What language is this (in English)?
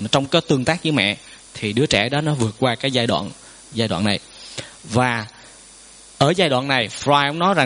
Vietnamese